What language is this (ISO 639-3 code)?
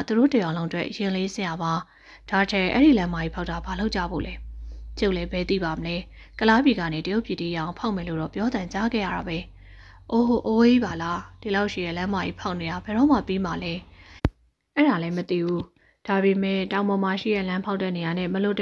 mya